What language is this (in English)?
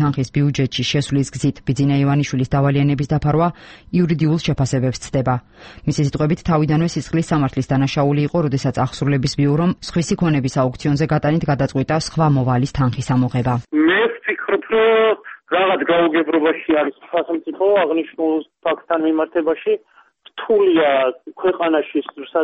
Georgian